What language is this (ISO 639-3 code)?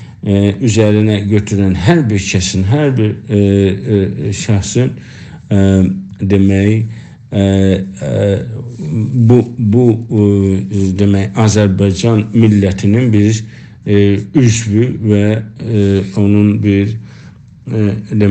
azb